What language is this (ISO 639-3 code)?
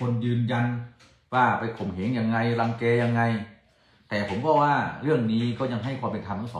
tha